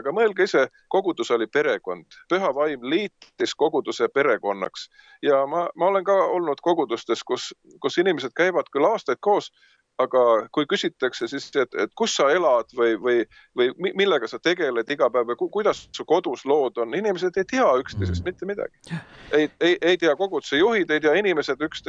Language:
Estonian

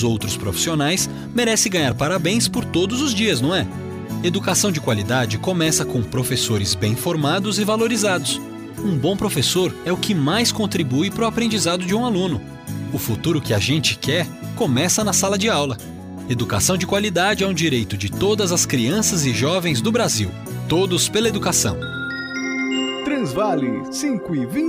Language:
Portuguese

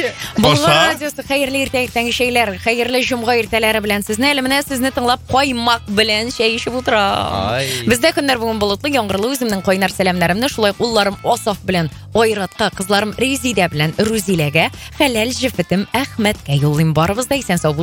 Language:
Tatar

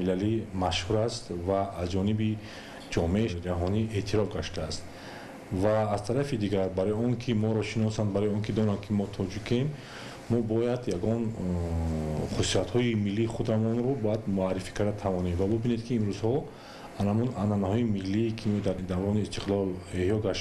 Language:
Tajik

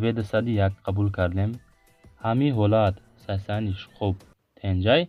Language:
Tajik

